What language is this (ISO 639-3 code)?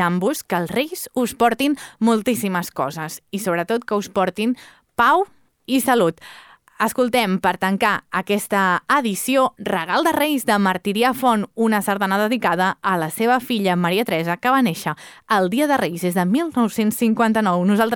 cat